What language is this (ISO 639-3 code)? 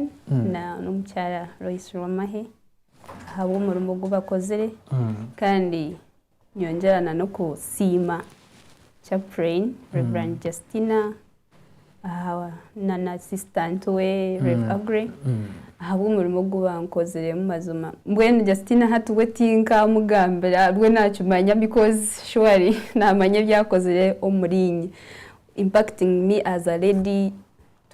nyn